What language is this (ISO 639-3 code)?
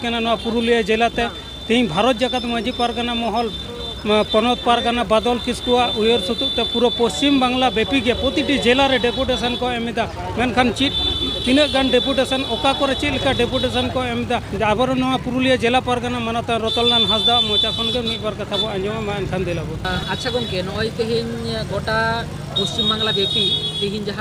sat